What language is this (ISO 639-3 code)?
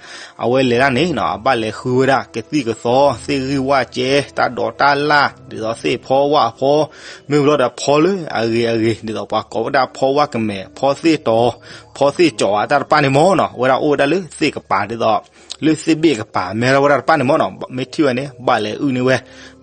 ksw